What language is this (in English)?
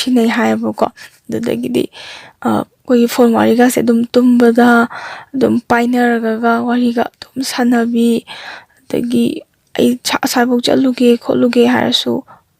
Manipuri